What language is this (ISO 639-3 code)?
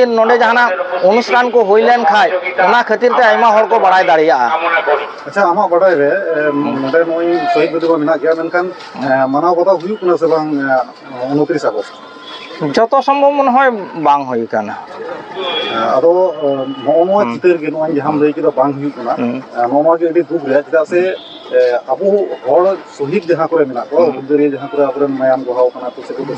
sat